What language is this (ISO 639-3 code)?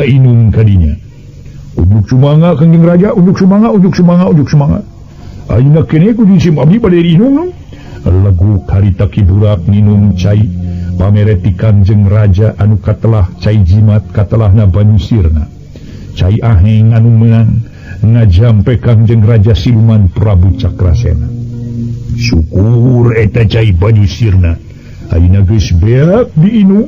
sun